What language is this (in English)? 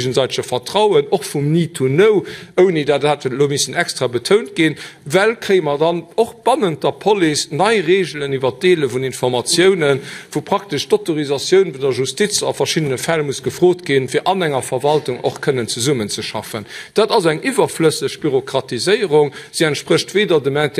Luxembourgish